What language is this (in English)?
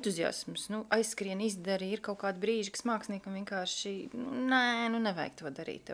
Latvian